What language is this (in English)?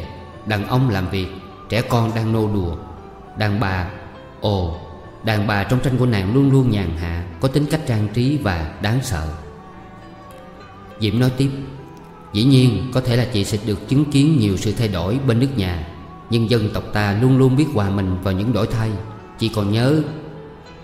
Vietnamese